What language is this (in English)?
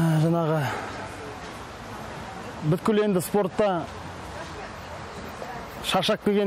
Kazakh